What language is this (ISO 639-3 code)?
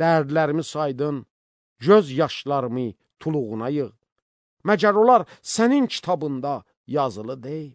aze